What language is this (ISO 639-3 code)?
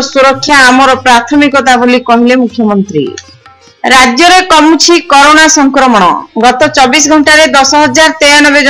ori